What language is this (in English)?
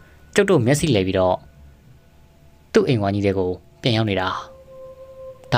Burmese